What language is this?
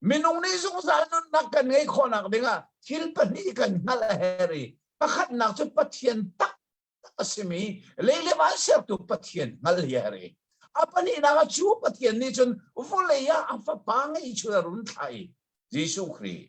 Hakha Chin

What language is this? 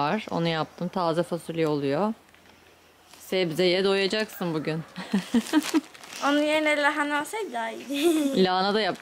Turkish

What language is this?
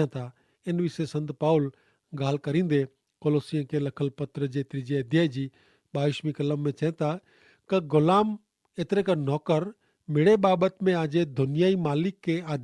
Kachhi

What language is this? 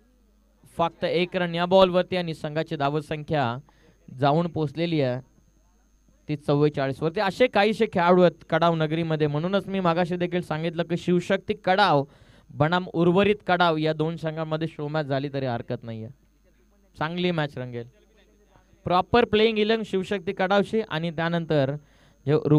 Marathi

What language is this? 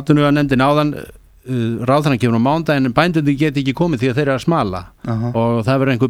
Icelandic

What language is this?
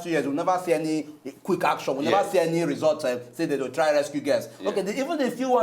Nigerian Pidgin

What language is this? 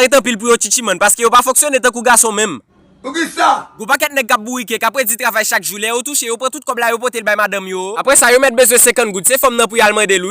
Haitian Creole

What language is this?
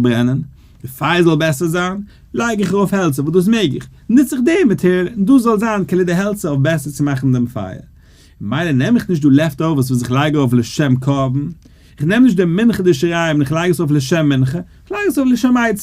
Yiddish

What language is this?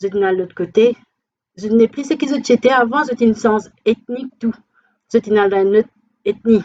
Morisyen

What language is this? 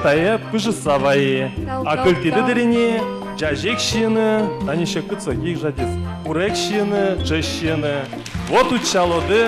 Udmurt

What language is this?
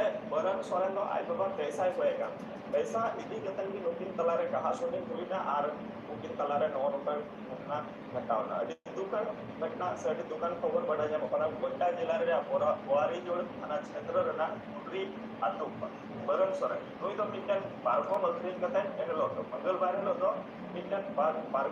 Santali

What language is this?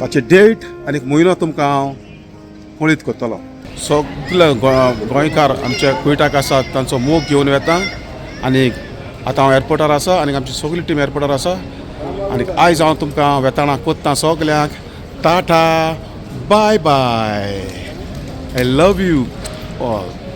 Konkani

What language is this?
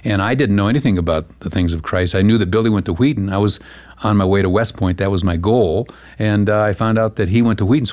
English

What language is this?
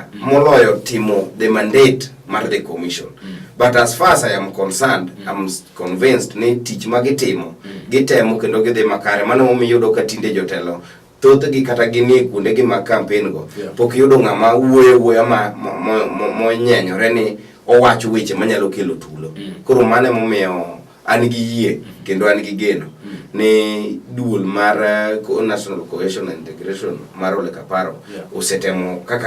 Luo (Kenya and Tanzania)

